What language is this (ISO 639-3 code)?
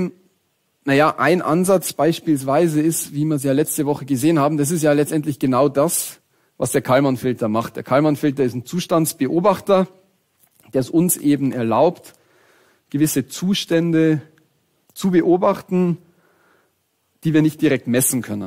deu